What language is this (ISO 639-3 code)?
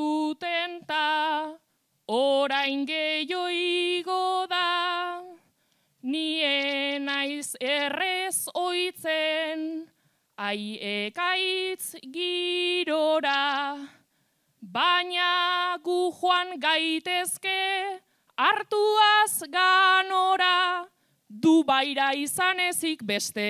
eus